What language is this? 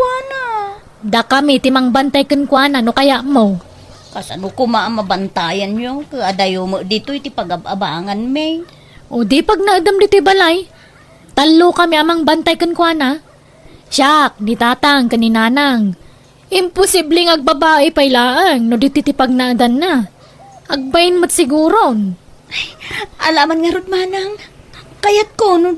Iloko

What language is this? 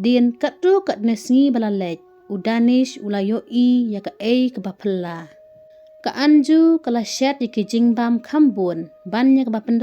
Khasi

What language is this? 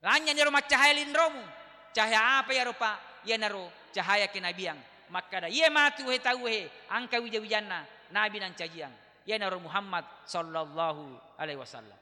Buginese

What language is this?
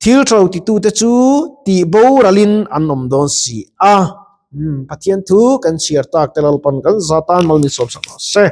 Mizo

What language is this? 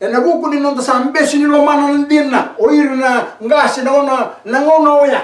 Fijian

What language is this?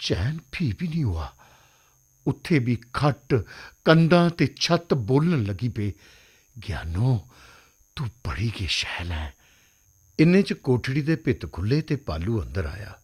Dogri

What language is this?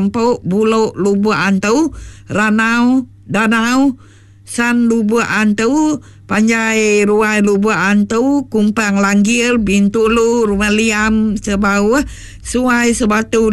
Iban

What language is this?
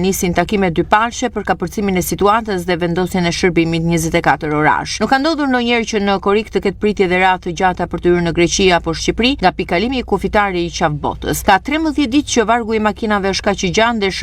Albanian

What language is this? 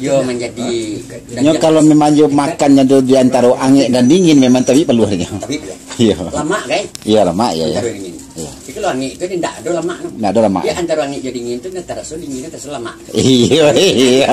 Minangkabau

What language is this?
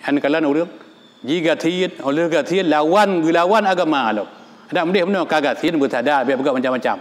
Achinese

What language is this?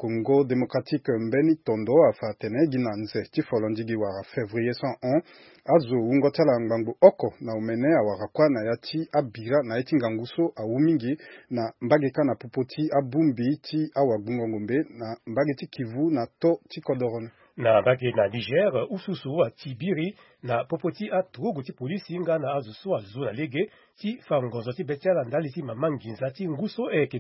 Sango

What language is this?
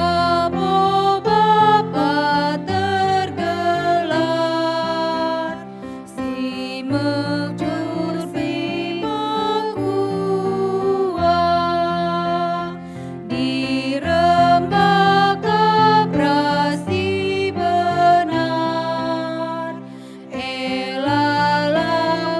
Batak Karo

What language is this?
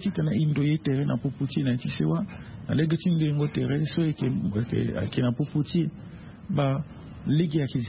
Sango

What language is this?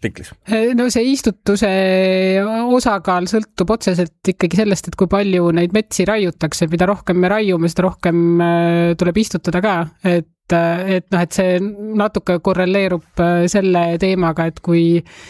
Estonian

